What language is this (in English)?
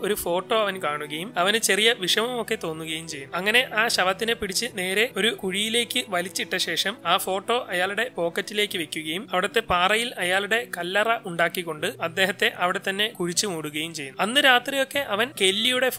Malayalam